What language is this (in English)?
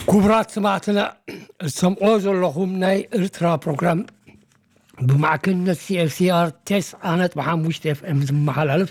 Tigrinya